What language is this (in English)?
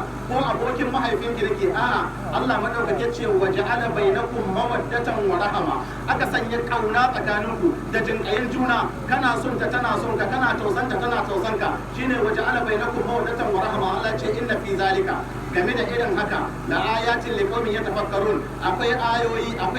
Hausa